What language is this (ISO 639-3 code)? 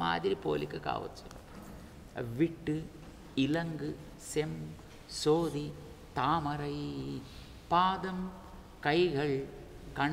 tel